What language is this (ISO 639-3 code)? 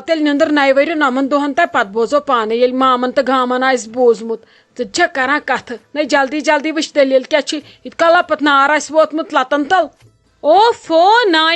kas